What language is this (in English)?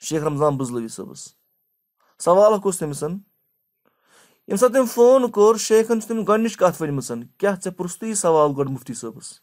Kashmiri